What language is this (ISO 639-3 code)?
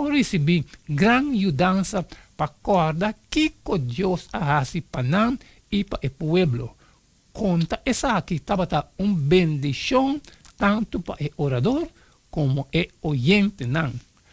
pap